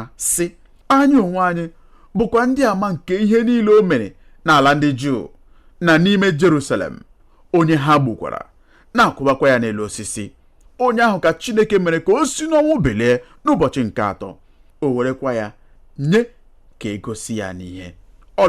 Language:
Igbo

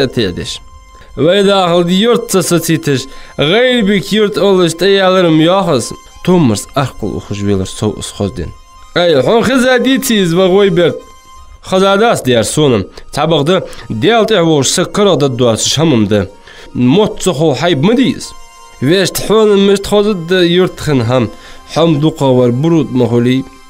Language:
Ingush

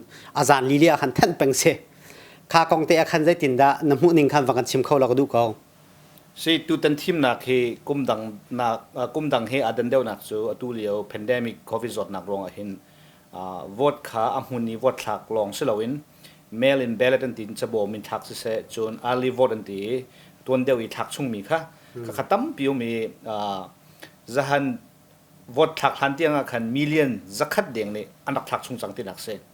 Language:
Hakha Chin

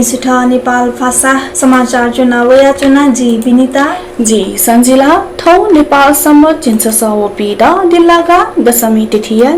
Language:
Newari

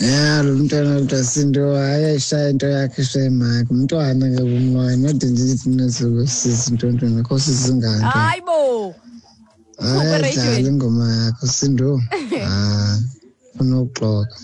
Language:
Xhosa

